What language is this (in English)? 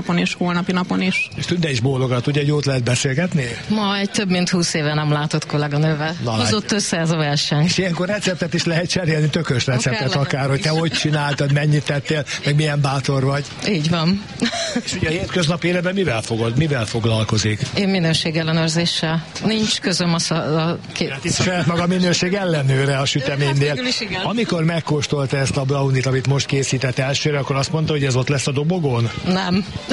Hungarian